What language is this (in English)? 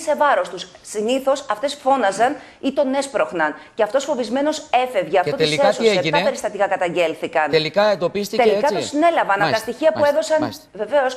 Greek